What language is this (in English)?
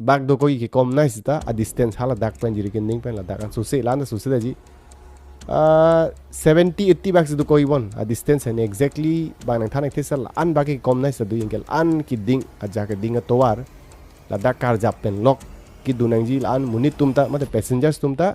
Karbi